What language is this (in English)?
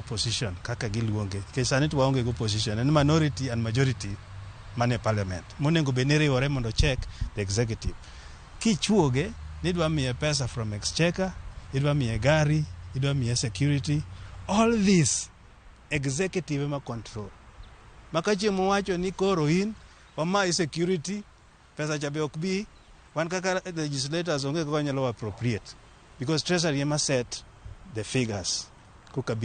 Luo (Kenya and Tanzania)